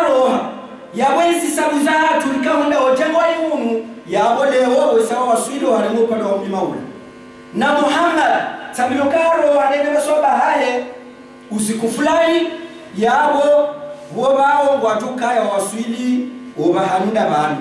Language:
Ngazidja Comorian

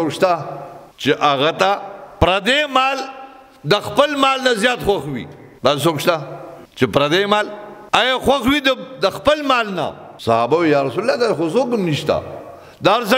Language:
Pashto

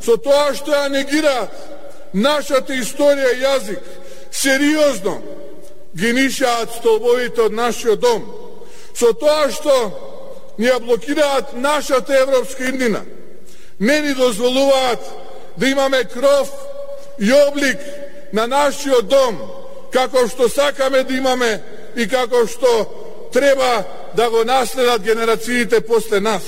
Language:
Macedonian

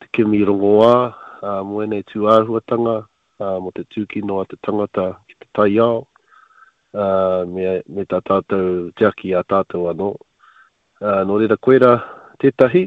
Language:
Māori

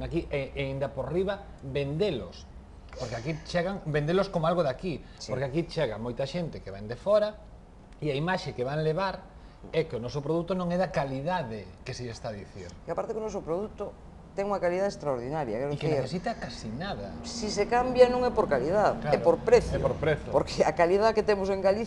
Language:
Galician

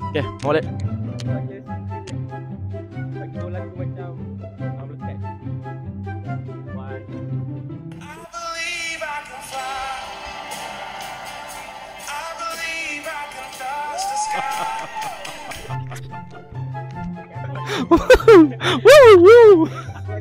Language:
Malay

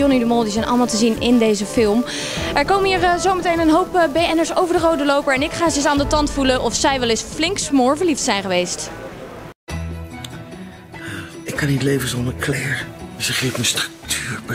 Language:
Dutch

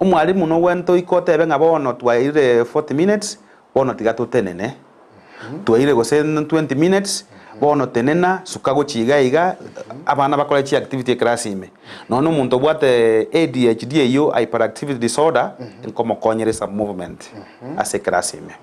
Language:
Gusii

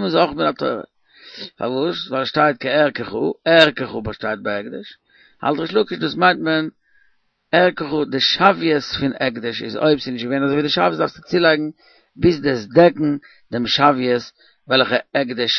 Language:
Yiddish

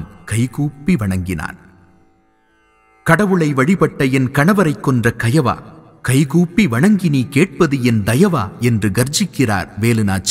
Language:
Tamil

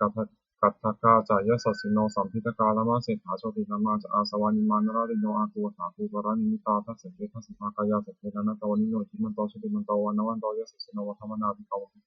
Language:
Pali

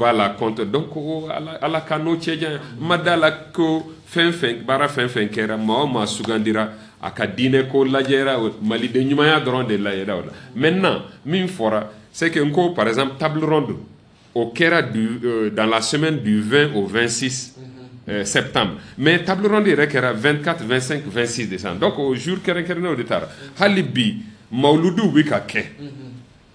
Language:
Bambara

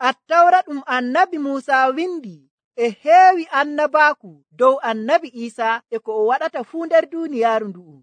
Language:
Nigerian Fulfulde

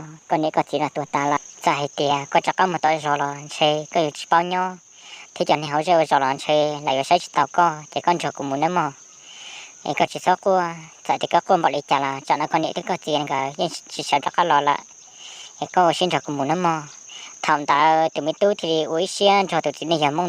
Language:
Hmong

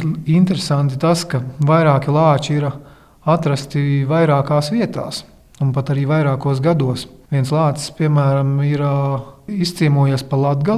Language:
Latvian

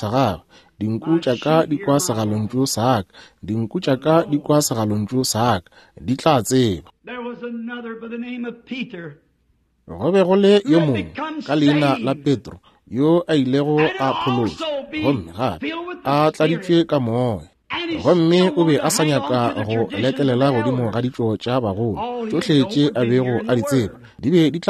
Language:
Northern Sotho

